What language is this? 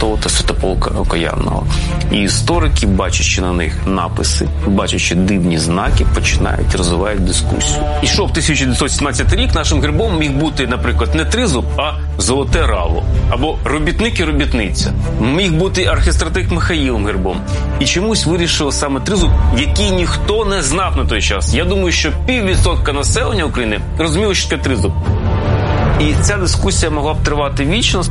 Ukrainian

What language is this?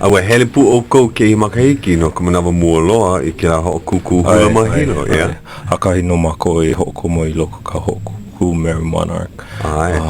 Hawaiian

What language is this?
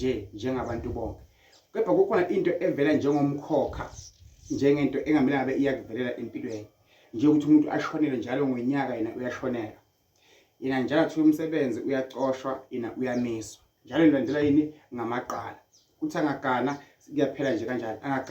Zulu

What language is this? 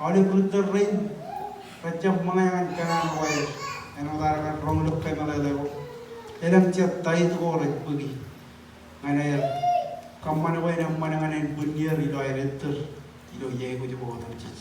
Marshallese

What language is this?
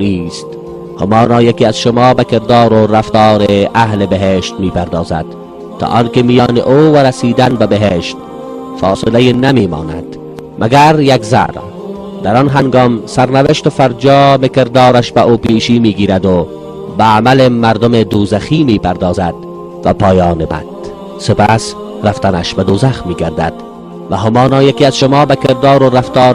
Persian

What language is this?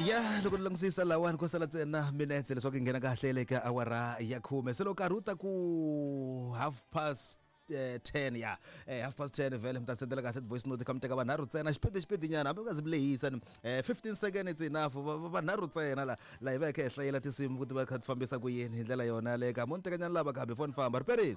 Tsonga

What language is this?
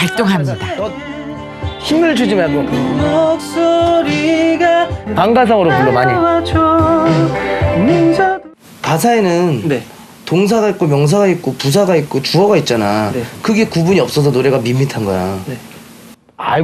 Korean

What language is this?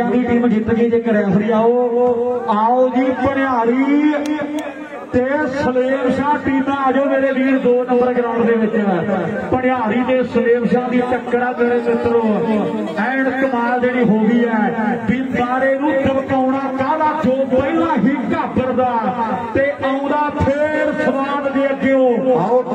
Punjabi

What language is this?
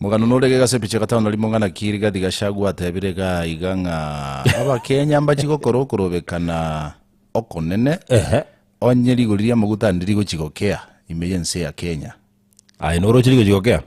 Gusii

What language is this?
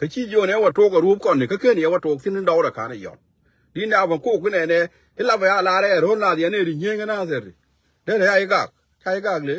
Nuer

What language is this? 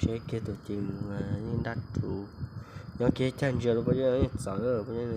Hmong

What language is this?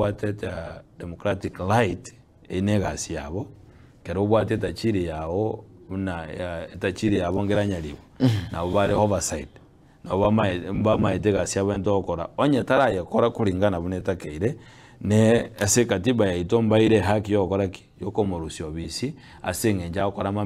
Gusii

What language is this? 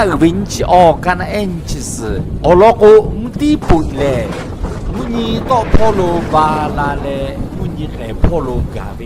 Lahu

